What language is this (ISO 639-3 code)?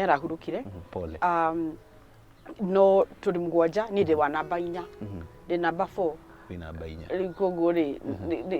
kik